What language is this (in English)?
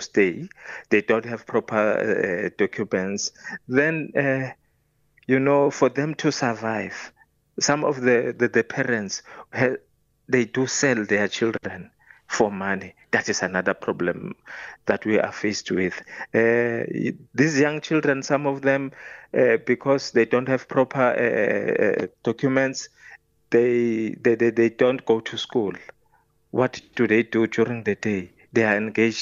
English